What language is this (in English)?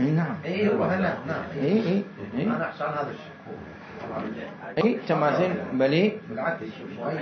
Mesopotamian Arabic